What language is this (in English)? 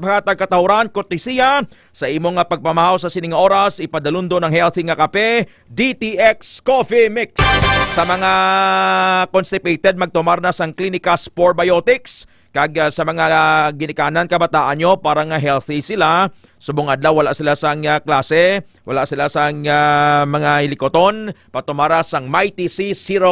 Hiligaynon